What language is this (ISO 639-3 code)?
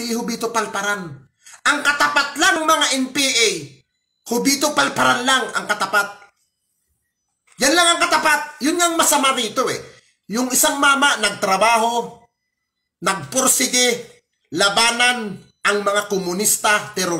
fil